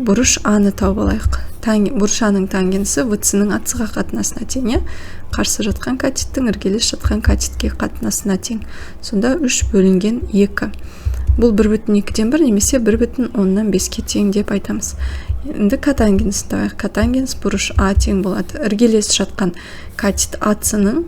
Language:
Kazakh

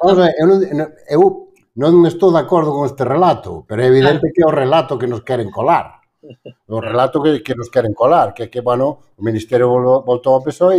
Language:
Galician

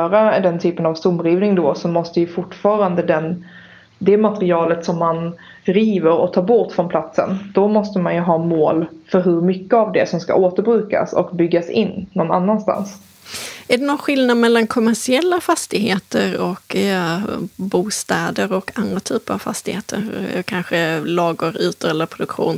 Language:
Swedish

